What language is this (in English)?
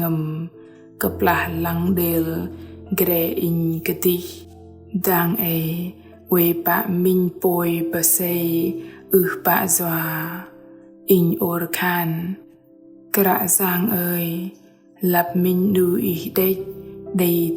Bahnar